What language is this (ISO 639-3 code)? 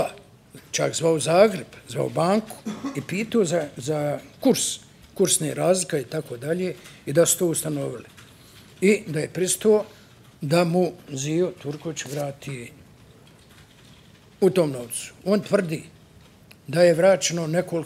bos